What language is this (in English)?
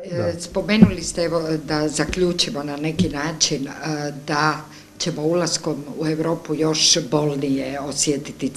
Croatian